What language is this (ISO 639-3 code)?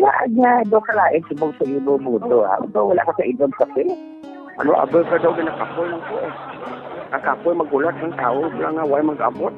hil